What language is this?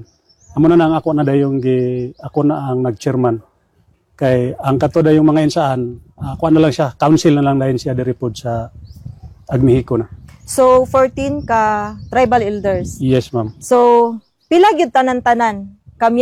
Cebuano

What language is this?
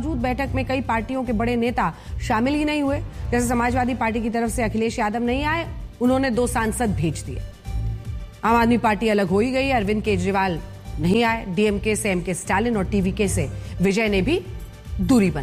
Hindi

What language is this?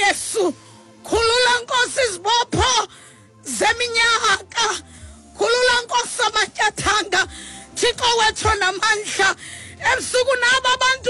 Xhosa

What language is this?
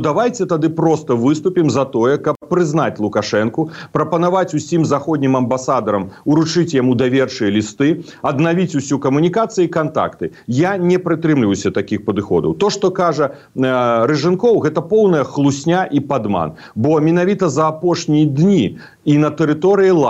Belarusian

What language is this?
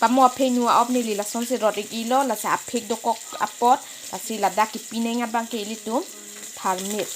Karbi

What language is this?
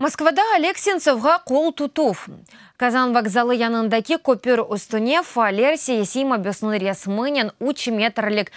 Crimean Tatar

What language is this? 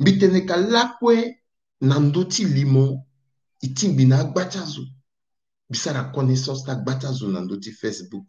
Sango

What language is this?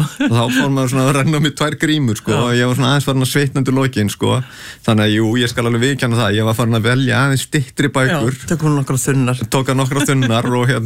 Icelandic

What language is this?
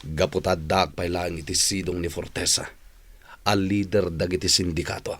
Iloko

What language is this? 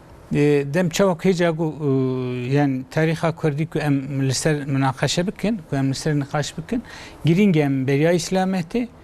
Kurdish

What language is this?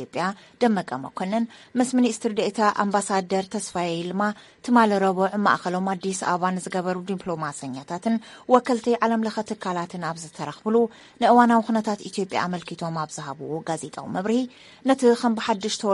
Tigrinya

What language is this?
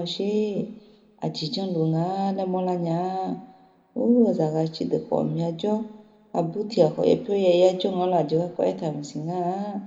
Akha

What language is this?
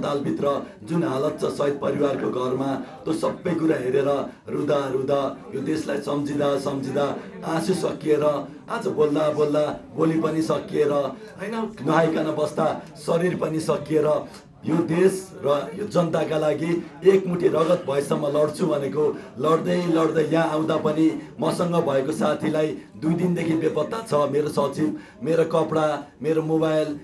Nepali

